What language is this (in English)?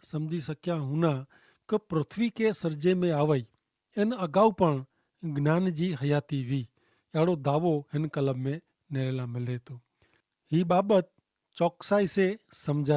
Kachhi